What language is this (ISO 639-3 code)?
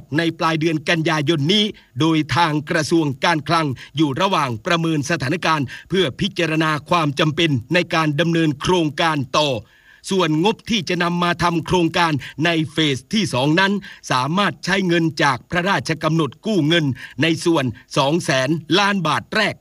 tha